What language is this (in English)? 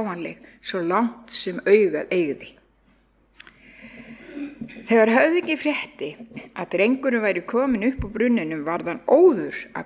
Icelandic